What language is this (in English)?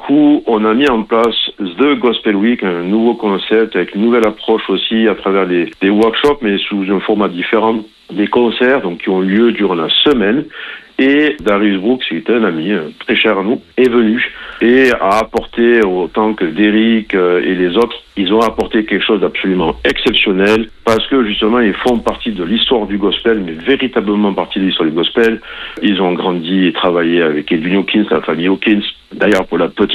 French